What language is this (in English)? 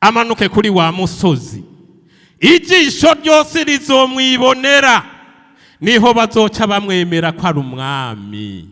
Rundi